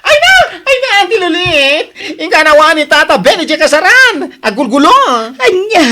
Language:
Iloko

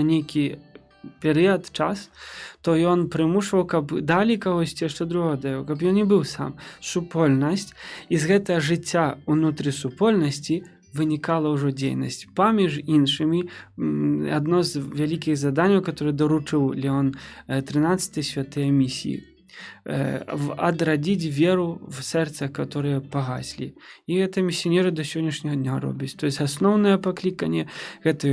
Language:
Belarusian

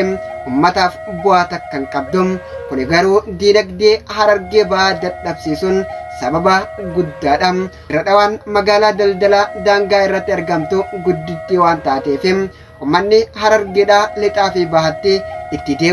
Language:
Oromo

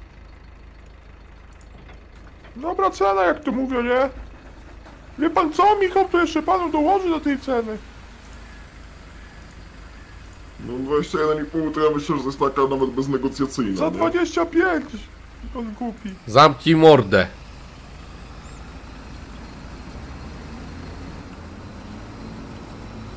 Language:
Polish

